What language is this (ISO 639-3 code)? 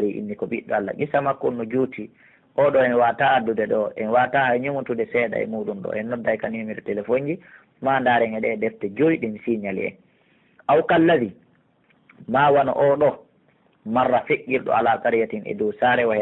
fuf